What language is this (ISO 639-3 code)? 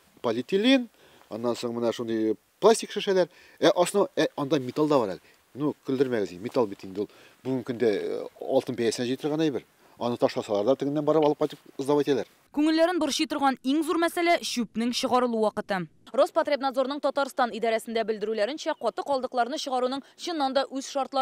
tat